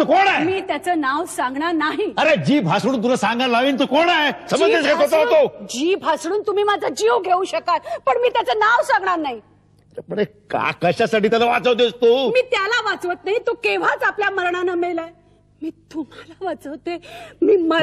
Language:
Marathi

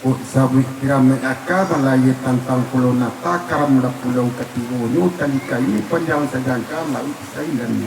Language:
Minangkabau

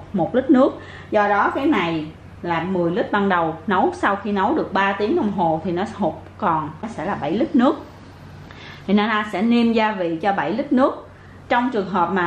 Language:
Vietnamese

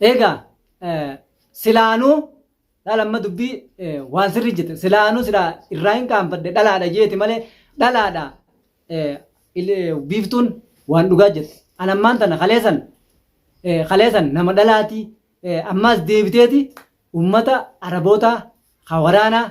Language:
Oromo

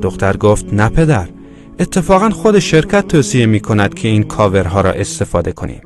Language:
Tajik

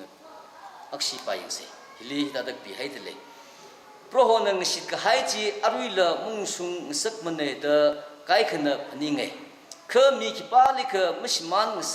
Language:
Tangkhul Naga (India)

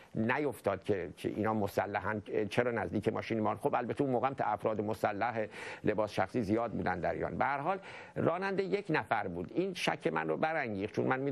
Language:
Persian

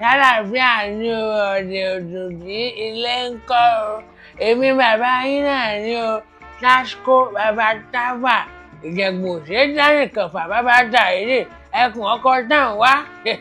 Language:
Yoruba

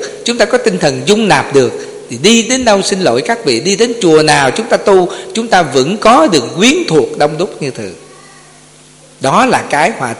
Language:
Vietnamese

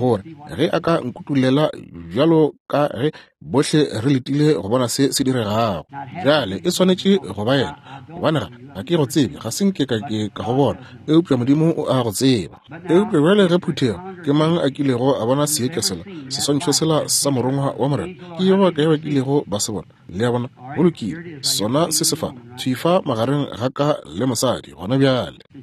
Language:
Northern Sotho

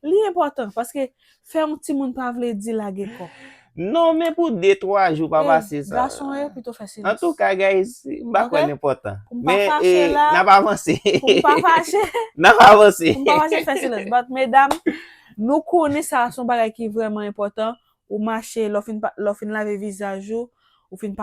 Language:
Haitian Creole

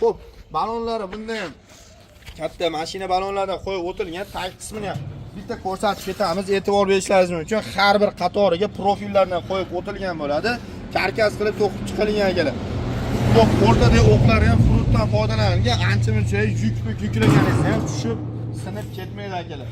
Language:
Uzbek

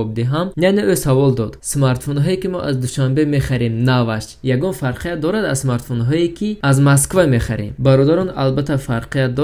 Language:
Tajik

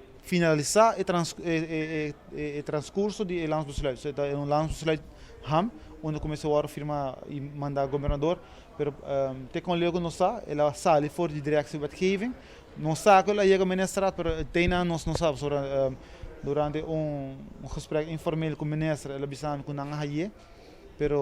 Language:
Papiamento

